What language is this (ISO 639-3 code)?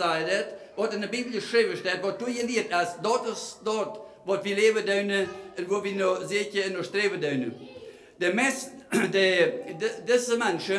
pdt